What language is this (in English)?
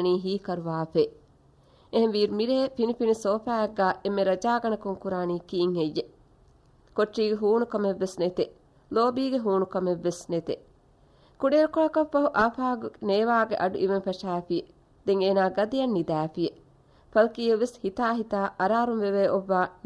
Divehi